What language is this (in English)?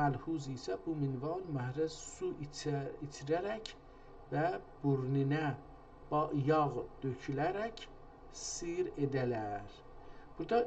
South Azerbaijani